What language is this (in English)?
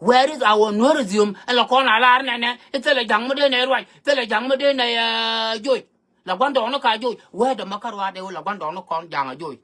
Nuer